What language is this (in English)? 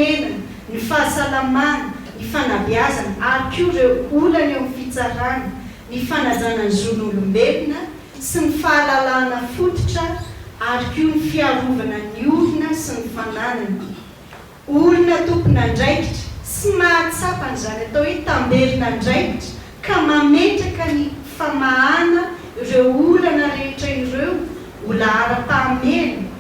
Malagasy